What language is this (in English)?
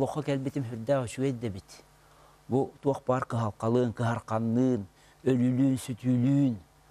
Yakut